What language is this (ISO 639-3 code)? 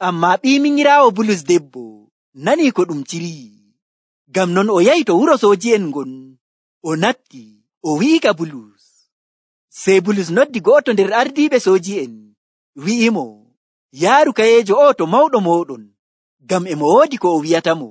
fuv